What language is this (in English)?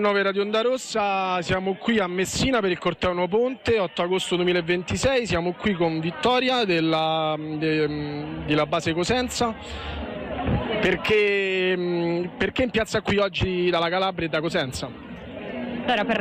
Italian